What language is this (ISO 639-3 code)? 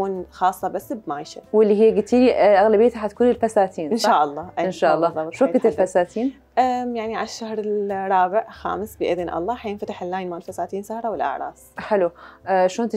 acm